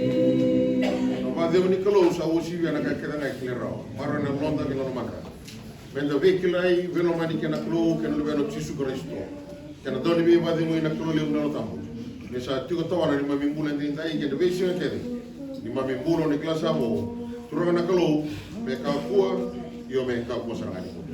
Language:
Fijian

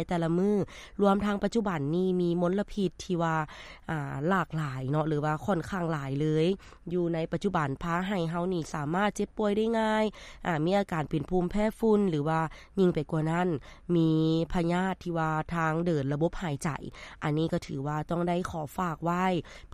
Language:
Lao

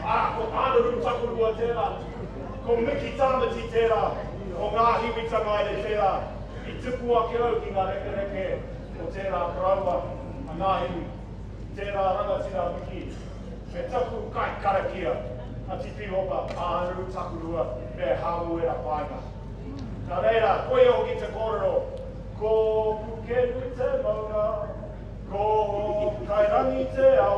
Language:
Māori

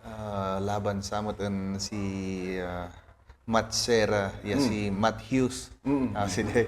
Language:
Kankanaey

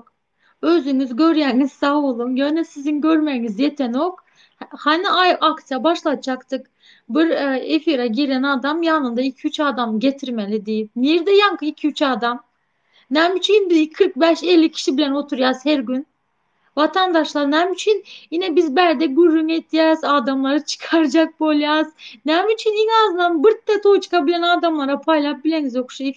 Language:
Turkmen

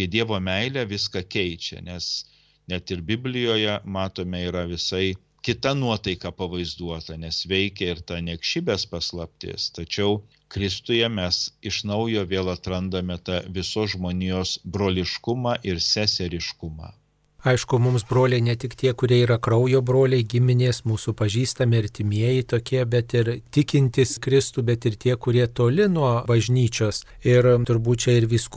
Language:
Lithuanian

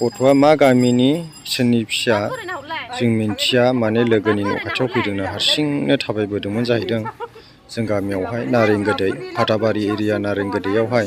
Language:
Bodo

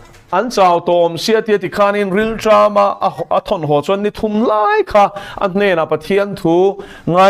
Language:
Mizo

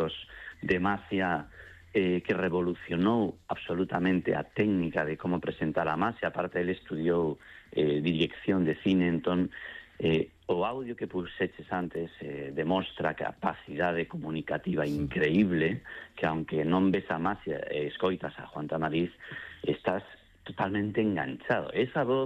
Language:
Galician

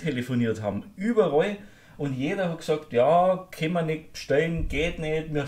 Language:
Bavarian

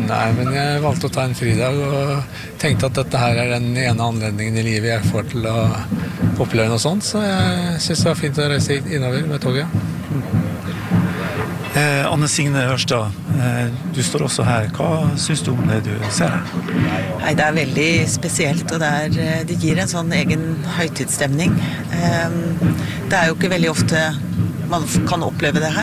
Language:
Norwegian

